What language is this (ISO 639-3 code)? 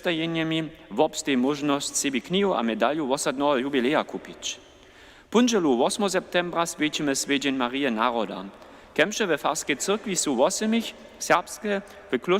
hsb